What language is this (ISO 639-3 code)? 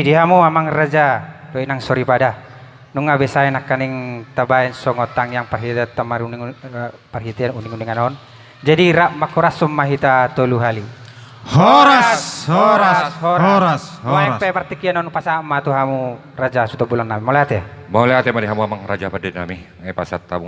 bbc